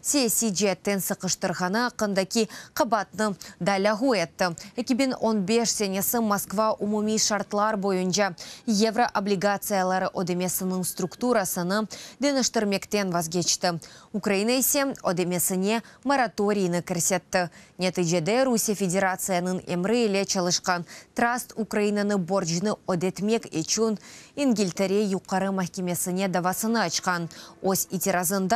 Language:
Crimean Tatar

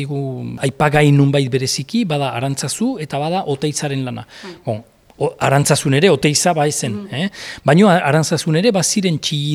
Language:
Basque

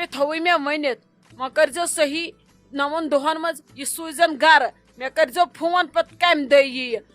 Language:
Kashmiri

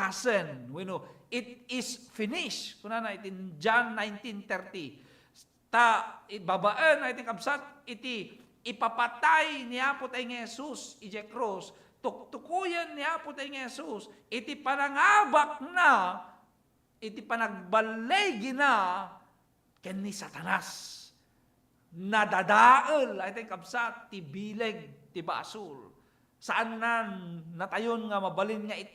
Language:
Iloko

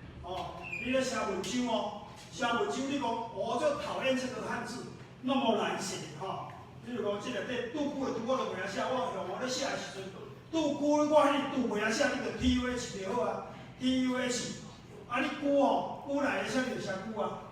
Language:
Min Nan Chinese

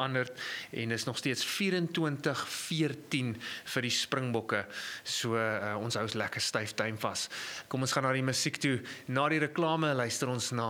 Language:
Afrikaans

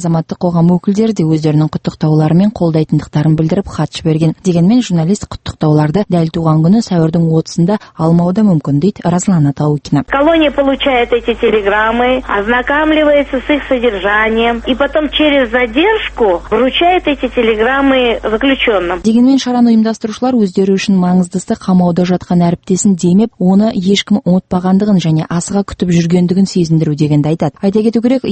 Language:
Kazakh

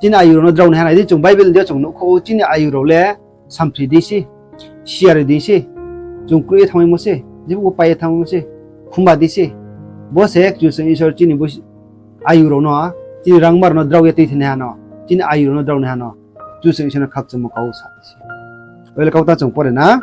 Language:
Riang (India)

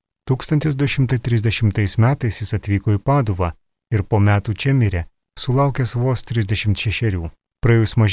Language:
Lithuanian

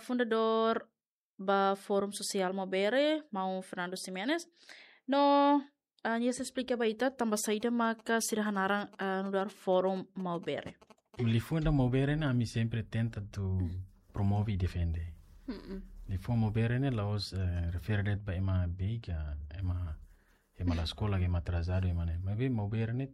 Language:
Tetum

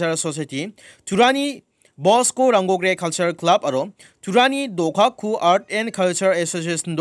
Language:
Garo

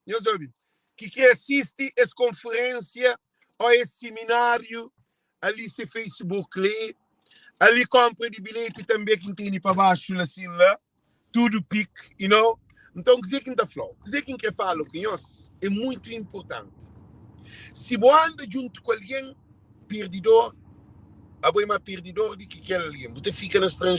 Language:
Kabuverdianu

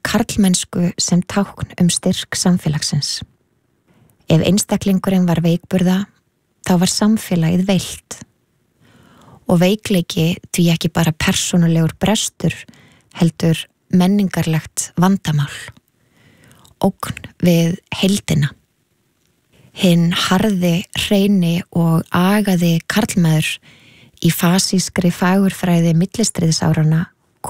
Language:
Icelandic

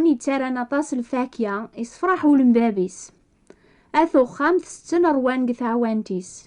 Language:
Kabyle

